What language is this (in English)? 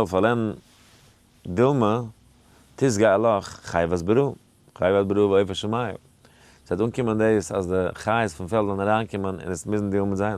Yiddish